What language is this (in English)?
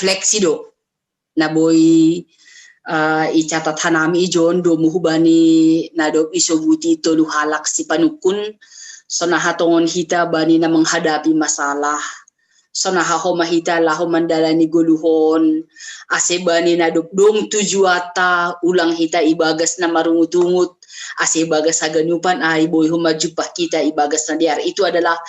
Batak Simalungun